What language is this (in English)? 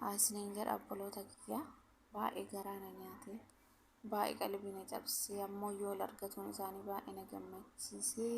Oromo